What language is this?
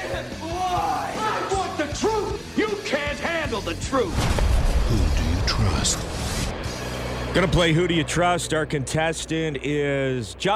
English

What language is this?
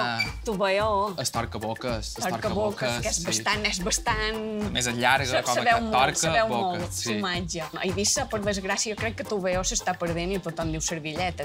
Catalan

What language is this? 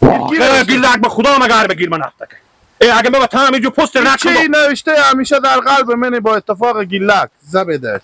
Hazaragi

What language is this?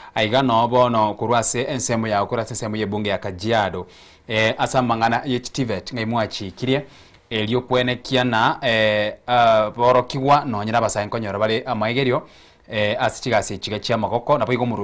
Gusii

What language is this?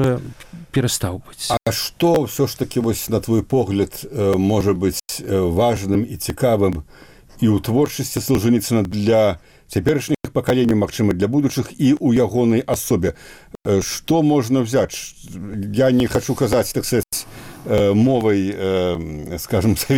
Belarusian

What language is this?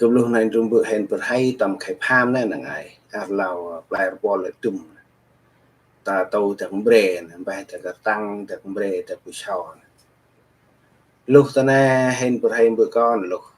Central Mnong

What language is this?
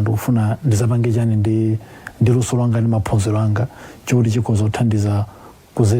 Nyanja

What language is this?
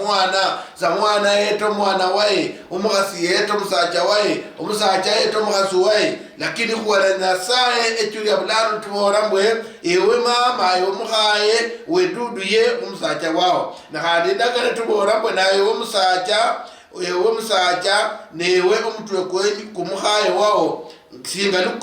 Luyia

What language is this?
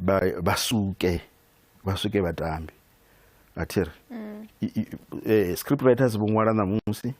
Venda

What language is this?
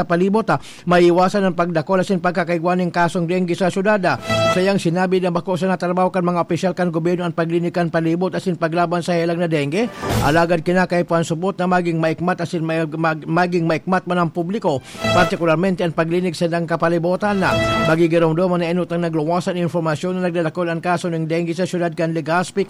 Bikol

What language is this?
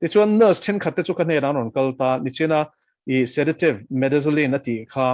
Mizo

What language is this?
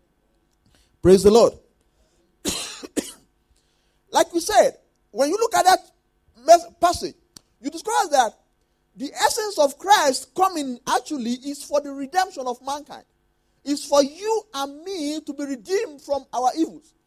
English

